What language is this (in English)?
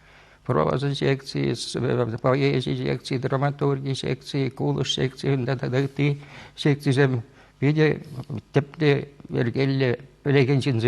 Chuvash